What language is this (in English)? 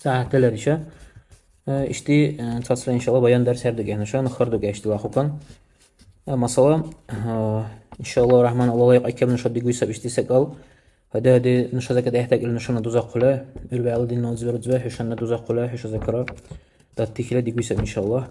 Dargwa